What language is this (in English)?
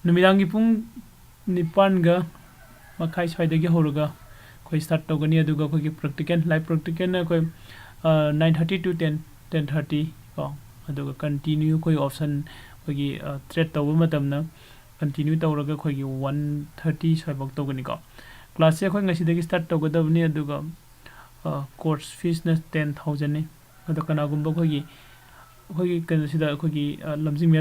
Manipuri